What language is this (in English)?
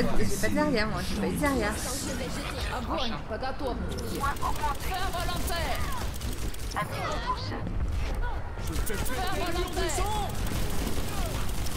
French